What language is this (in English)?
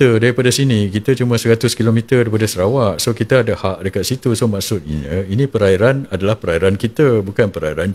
Malay